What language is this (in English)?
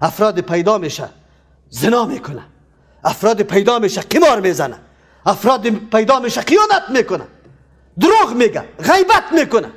Persian